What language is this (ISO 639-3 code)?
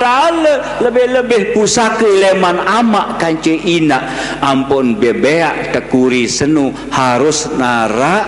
sas